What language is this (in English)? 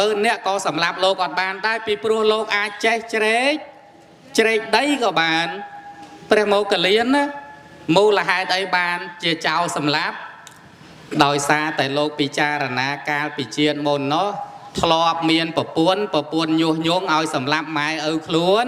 Khmer